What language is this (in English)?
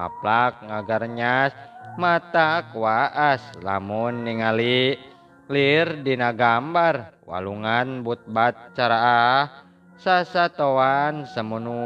Sundanese